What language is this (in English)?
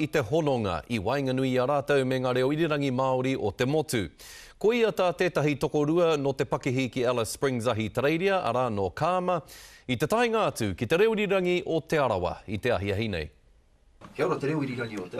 Māori